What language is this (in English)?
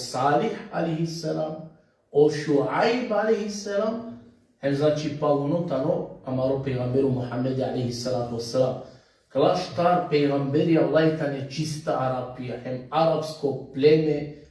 Balkan Romani